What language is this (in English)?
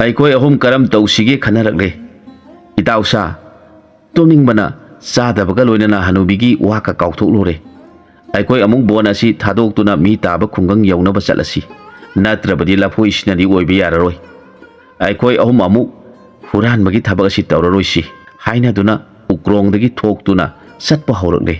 Manipuri